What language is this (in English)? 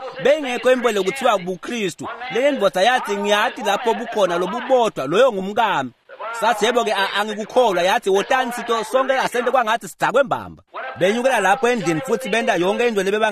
Swati